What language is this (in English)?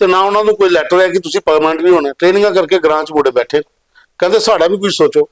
Dogri